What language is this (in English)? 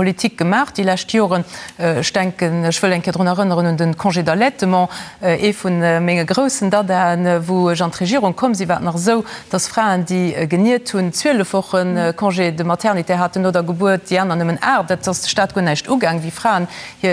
Luxembourgish